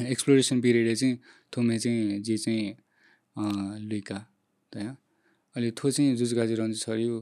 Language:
Newari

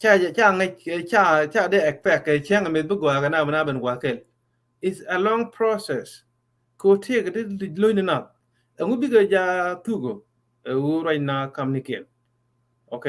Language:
Nuer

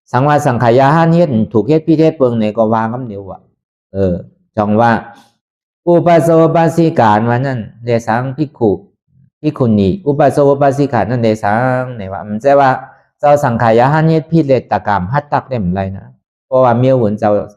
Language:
Shan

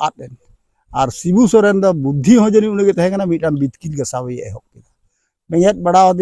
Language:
Santali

